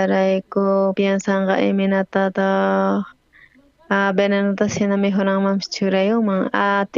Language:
South Bolivian Quechua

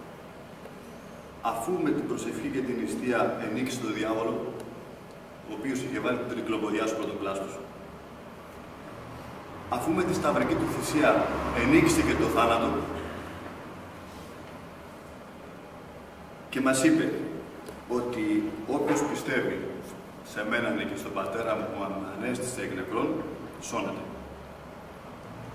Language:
Greek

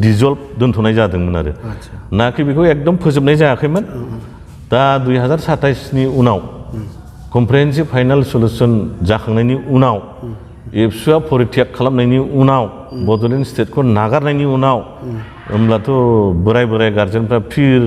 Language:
Bodo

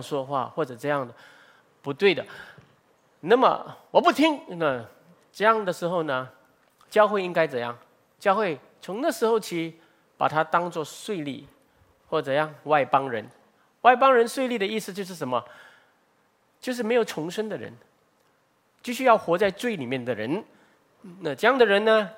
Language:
Chinese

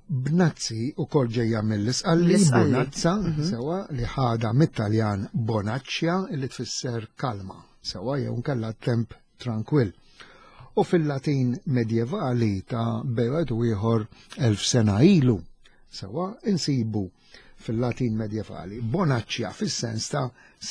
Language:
Maltese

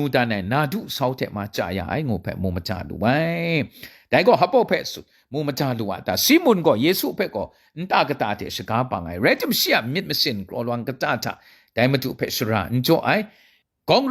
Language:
Kachin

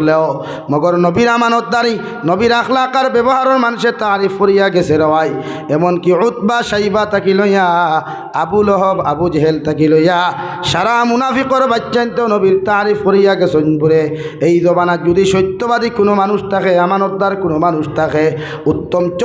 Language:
Sylheti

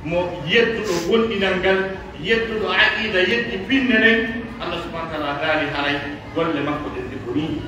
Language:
Pular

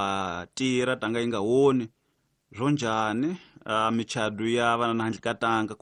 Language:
Tsonga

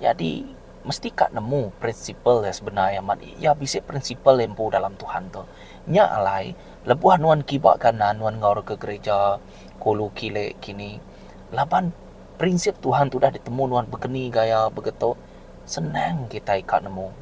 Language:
Iban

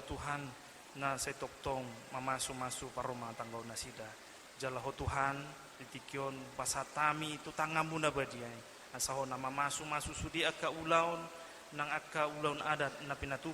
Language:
Batak Toba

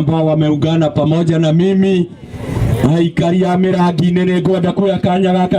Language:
Kikuyu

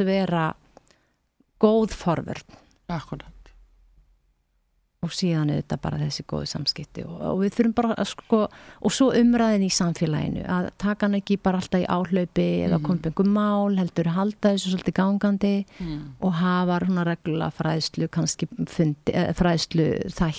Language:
Icelandic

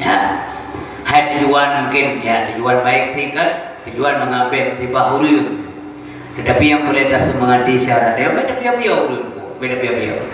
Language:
Achinese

